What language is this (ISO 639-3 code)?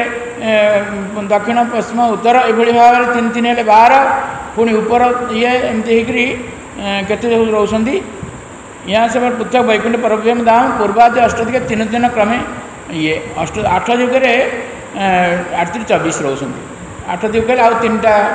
ori